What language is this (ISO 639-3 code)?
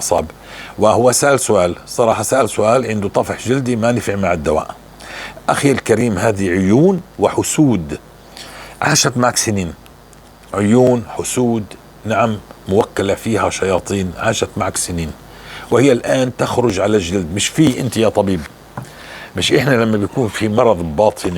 apc